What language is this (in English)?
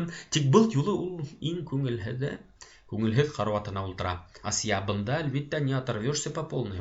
Bashkir